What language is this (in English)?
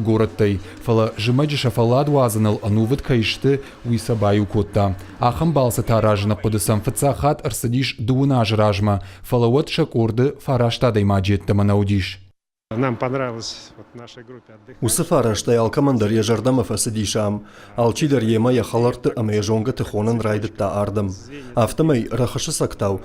Ossetic